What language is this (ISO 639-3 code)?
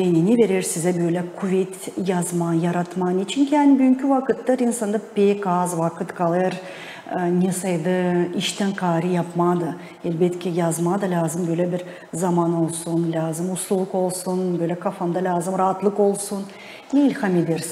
gag